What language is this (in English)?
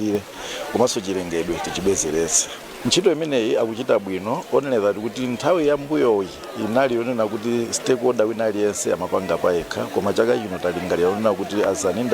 Nyanja